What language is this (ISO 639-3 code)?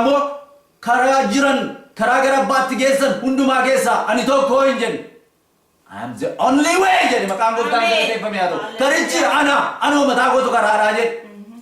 orm